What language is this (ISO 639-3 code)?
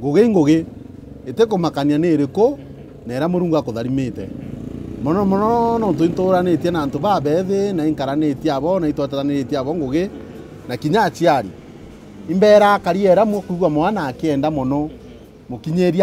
mer